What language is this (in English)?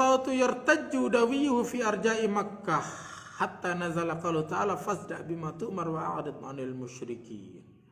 Sasak